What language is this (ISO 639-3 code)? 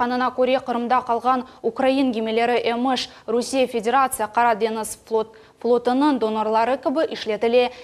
crh